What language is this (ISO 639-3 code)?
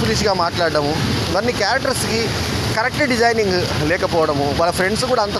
tel